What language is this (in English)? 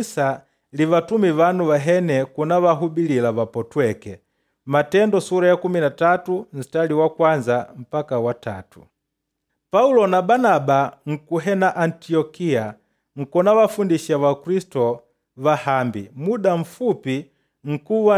Makonde